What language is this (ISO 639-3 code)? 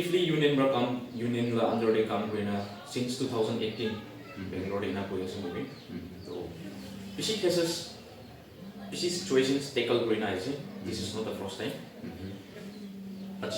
nag